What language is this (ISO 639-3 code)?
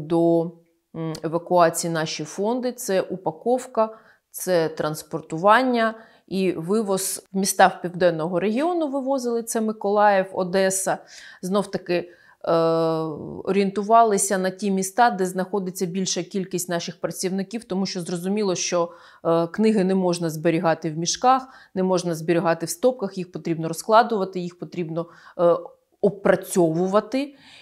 ukr